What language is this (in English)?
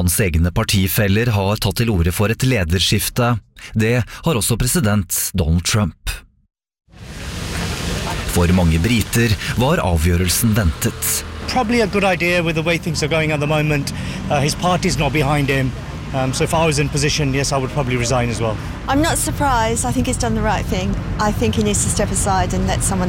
Norwegian